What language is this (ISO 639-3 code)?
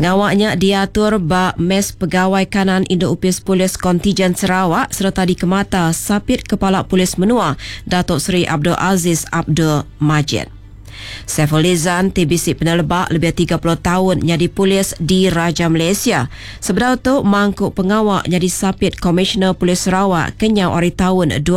iba